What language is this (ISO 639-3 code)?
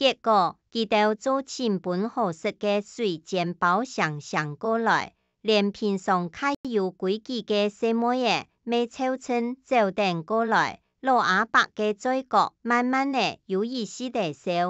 hak